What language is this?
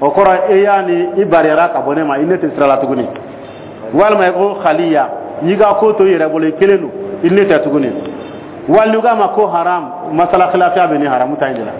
Dyula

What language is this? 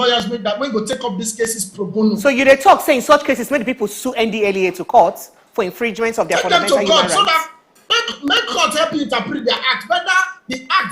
Nigerian Pidgin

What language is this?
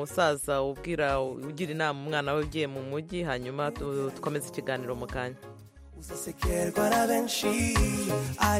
Kinyarwanda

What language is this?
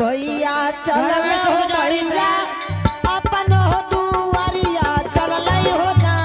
Angika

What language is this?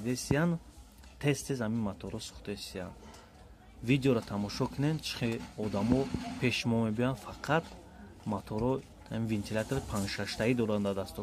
Tajik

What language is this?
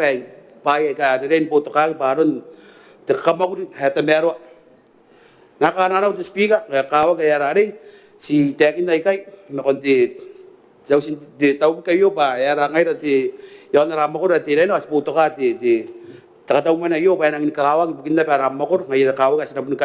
Gilbertese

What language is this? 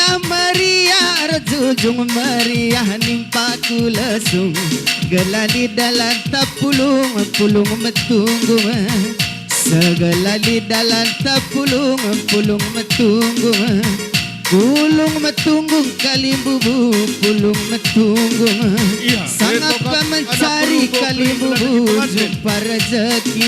Batak Karo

